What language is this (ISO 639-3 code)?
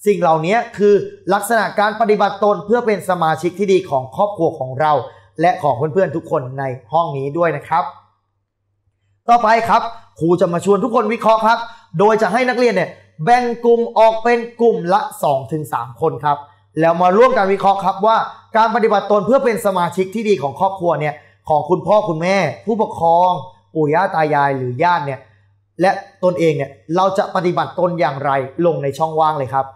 tha